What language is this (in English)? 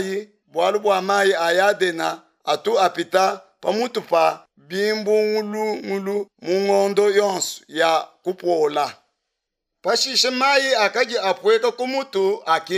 Luba-Lulua